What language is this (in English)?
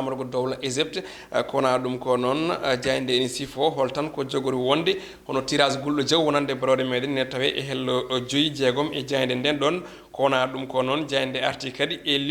Fula